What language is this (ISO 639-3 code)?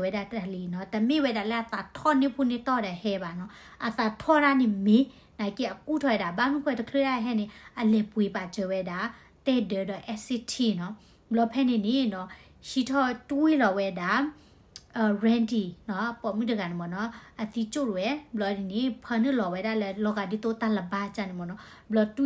ksw